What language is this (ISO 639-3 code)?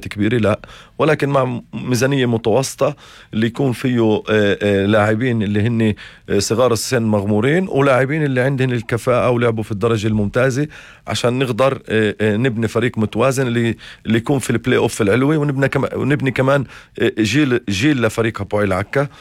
apc